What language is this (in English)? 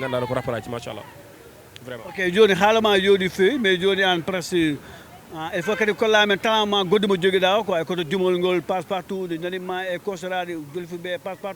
Fula